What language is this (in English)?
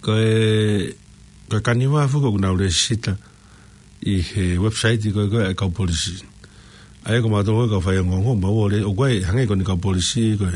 Tongan